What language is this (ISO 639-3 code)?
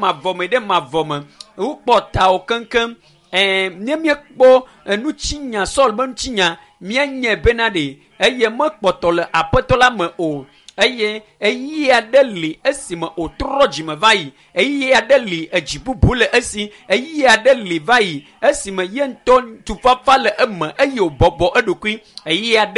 ewe